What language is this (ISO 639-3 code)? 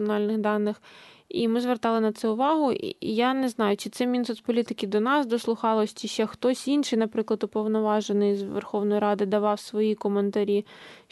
ukr